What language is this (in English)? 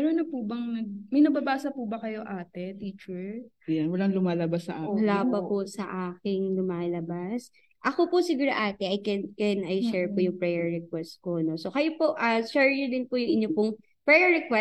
Filipino